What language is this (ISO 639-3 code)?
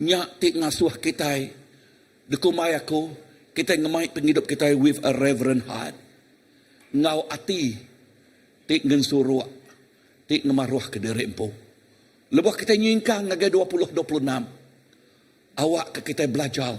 iba